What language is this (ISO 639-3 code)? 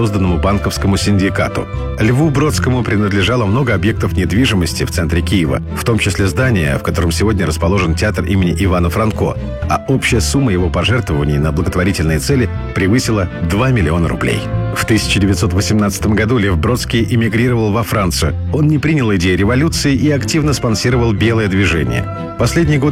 rus